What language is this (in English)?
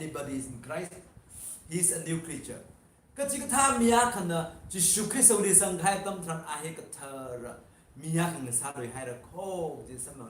Tangkhul Naga (India)